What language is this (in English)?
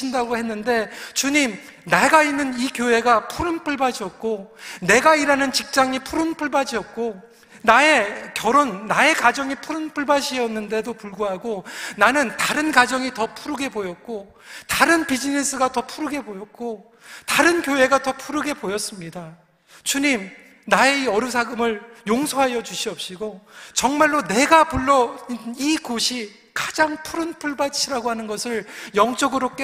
Korean